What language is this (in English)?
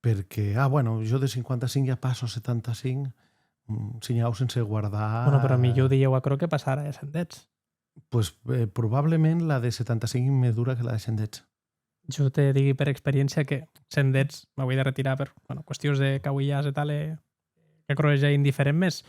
Occitan